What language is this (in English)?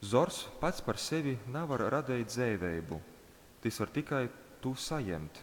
Latgalian